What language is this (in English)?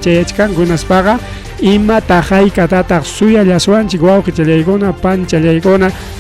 Ayacucho Quechua